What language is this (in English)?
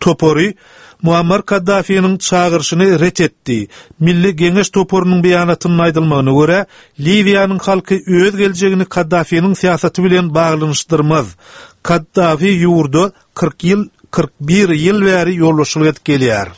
Turkmen